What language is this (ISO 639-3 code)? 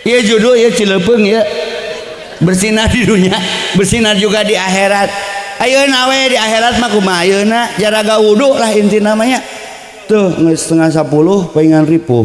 sun